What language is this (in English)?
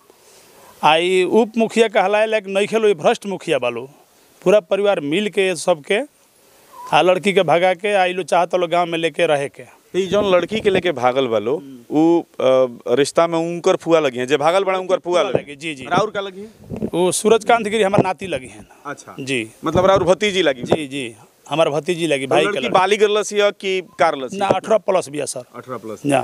Bhojpuri